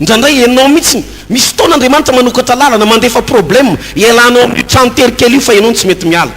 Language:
Malagasy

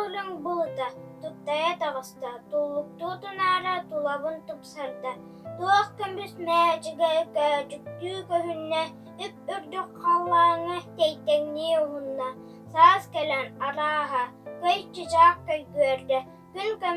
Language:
Yakut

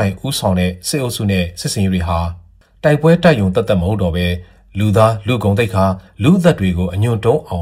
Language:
Burmese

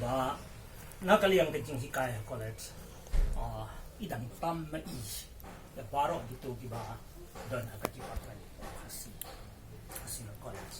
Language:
Khasi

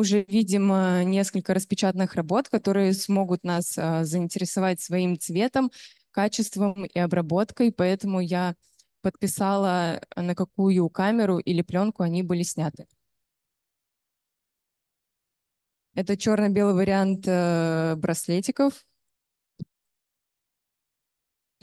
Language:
Russian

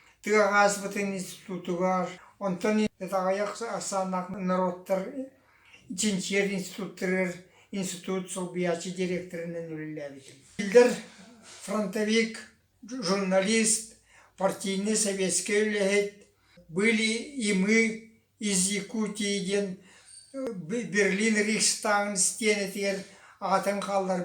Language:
Yakut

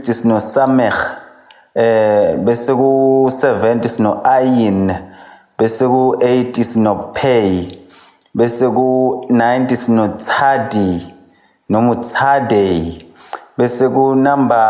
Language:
Zulu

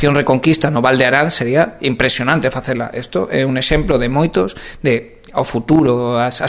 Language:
Galician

